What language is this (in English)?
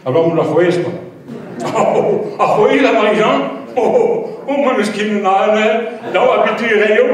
Breton